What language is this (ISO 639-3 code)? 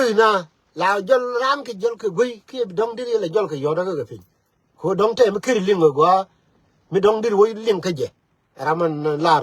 nus